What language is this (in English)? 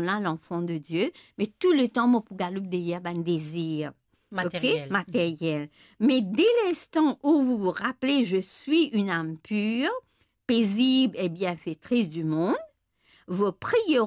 Morisyen